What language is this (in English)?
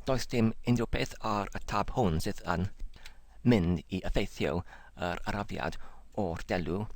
Welsh